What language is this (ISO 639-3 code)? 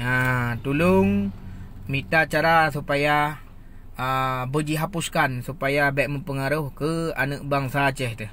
ace